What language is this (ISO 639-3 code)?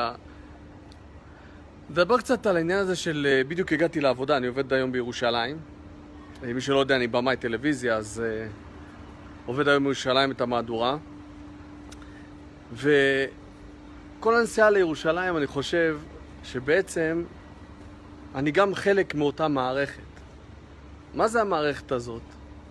heb